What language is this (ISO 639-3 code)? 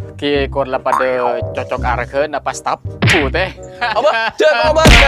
mad